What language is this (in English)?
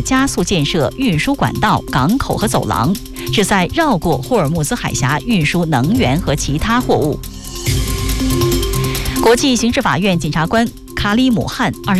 Chinese